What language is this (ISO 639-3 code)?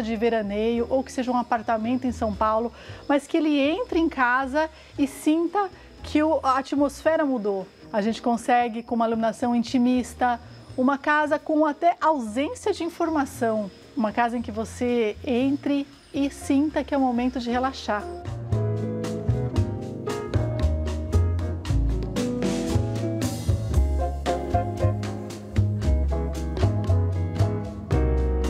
por